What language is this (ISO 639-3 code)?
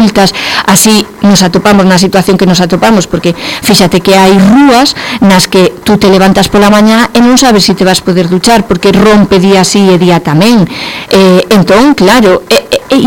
glg